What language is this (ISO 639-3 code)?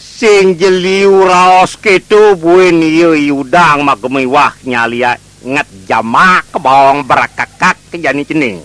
ban